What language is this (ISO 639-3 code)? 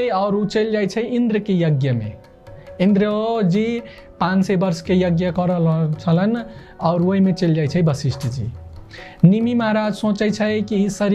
mai